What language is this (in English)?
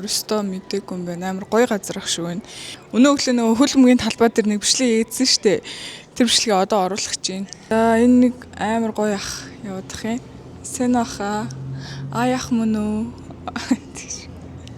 Mongolian